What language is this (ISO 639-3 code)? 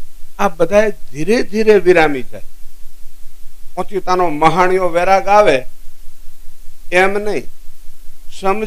guj